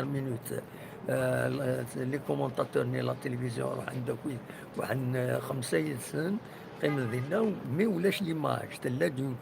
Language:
Kabyle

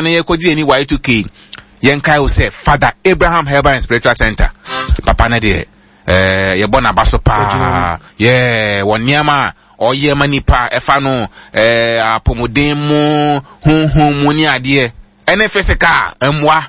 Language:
Akan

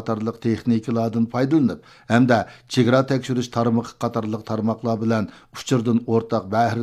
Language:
Uyghur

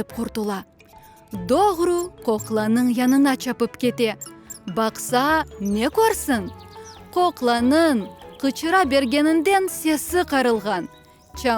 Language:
Crimean Tatar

